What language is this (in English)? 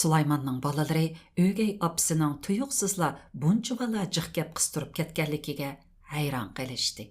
Uyghur